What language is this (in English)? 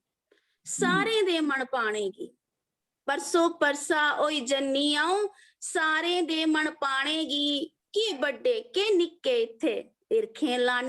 Dogri